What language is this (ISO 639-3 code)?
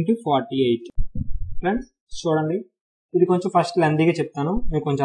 tel